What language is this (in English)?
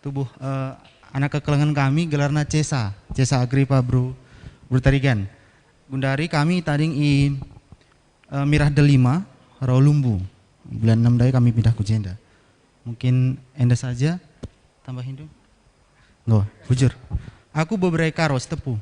Batak Karo